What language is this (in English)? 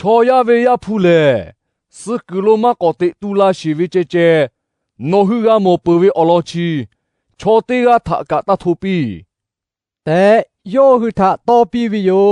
Lahu